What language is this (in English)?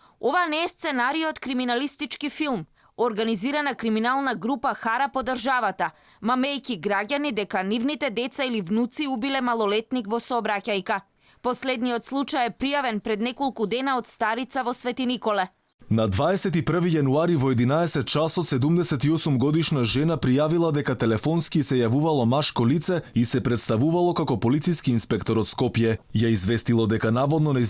Macedonian